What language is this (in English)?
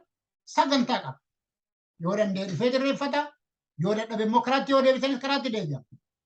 Oromo